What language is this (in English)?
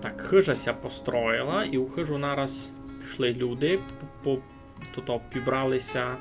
Rusyn